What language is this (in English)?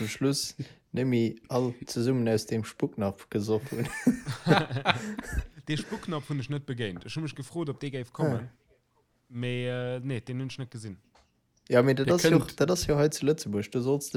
Luxembourgish